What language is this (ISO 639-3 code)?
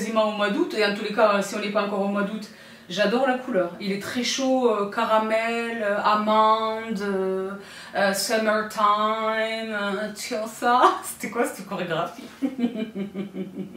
fra